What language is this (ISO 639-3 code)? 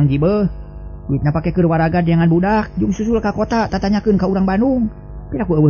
sun